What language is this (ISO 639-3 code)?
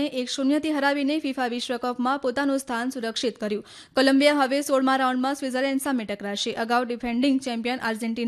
guj